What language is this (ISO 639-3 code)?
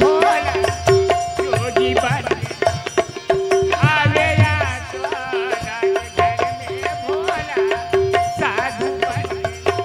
hne